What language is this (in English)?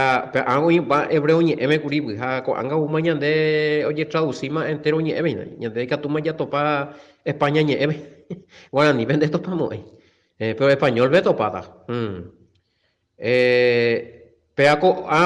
Guarani